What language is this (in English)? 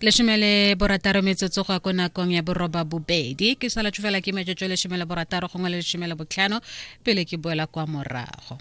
Tswana